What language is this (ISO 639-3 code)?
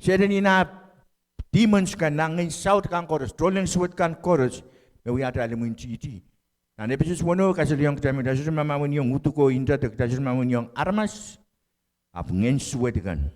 pon